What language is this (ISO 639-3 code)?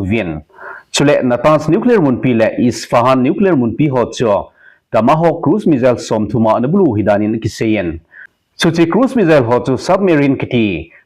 tcz